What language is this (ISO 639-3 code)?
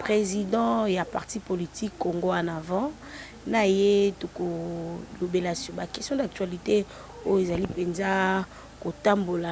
lin